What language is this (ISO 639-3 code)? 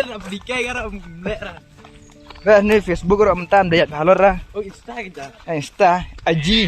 kha